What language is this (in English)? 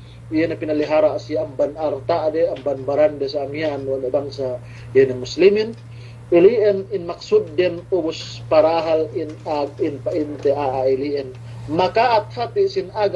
Yakan